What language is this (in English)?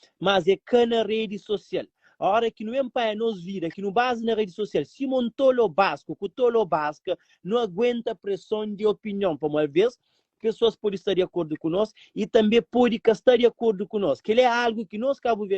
Kabuverdianu